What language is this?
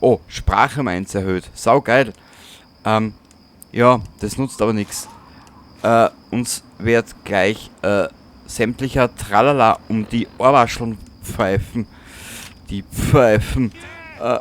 Bavarian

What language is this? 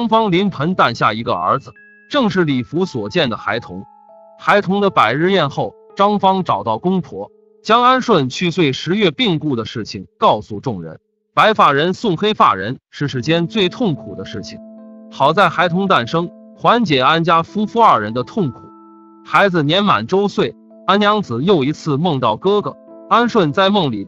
Chinese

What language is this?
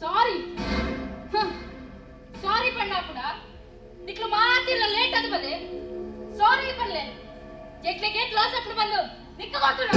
Tulu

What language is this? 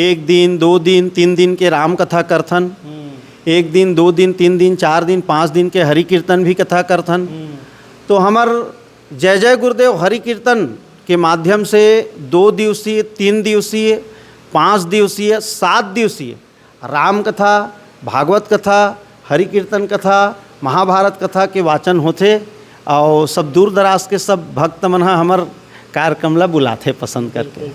Chhattisgarhi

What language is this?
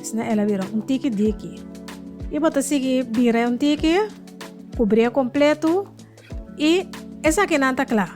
Papiamento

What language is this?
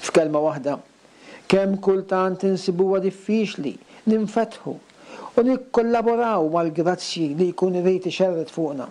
Maltese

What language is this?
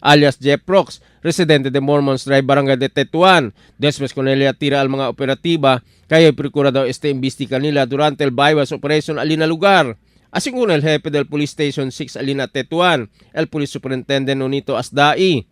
Chavacano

